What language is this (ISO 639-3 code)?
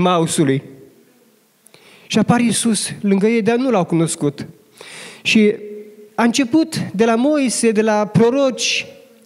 ron